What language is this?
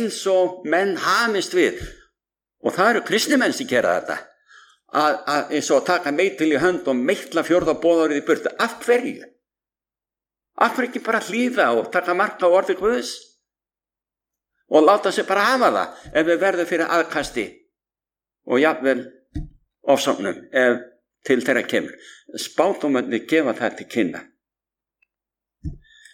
Icelandic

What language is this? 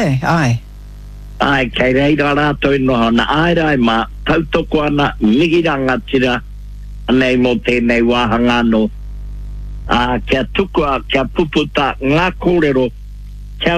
Māori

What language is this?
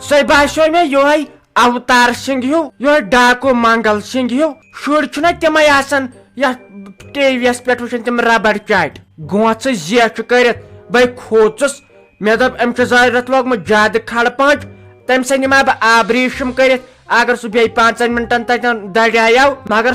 Kashmiri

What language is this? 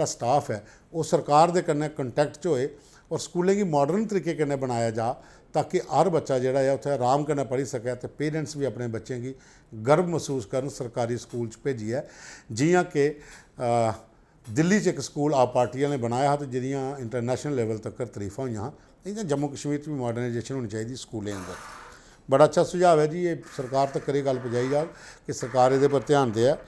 Dogri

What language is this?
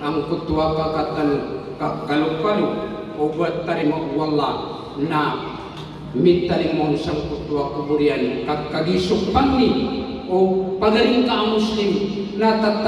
Maranao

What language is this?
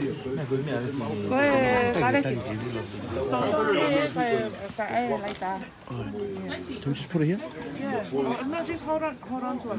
Tongan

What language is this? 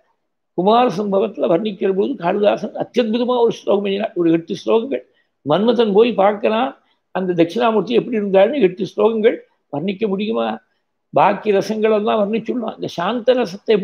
Tamil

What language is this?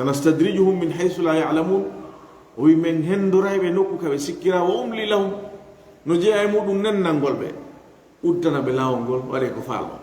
Fula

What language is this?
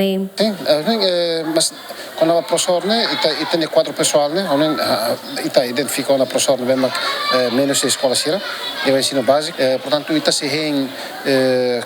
Tetum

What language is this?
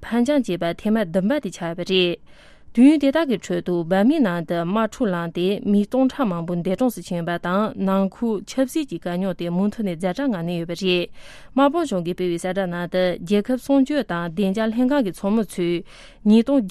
Tibetan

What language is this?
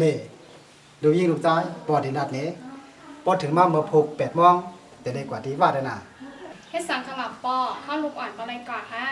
Shan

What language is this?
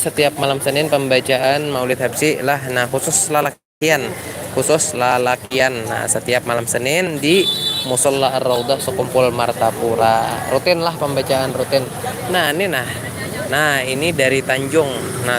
Banjar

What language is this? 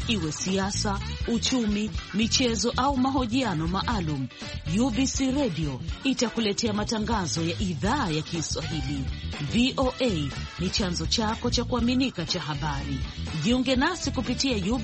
Swahili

